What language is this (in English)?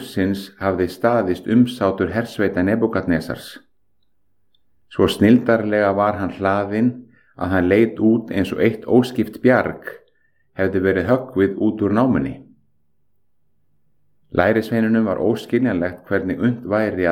Icelandic